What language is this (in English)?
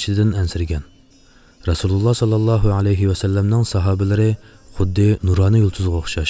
Uyghur